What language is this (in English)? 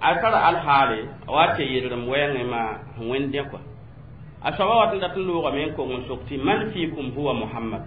Mossi